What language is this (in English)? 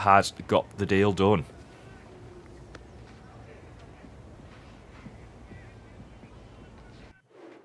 English